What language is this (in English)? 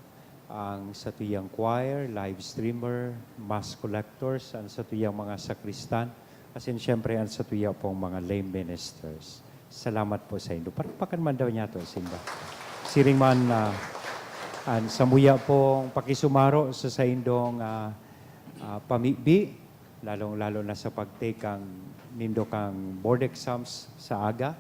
Bikol